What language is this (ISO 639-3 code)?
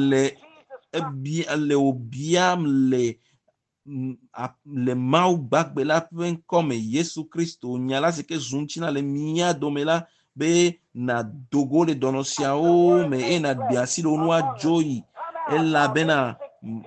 ewe